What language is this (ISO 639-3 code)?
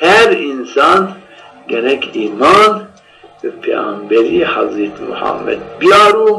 zza